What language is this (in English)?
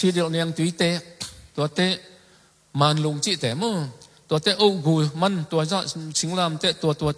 Tedim Chin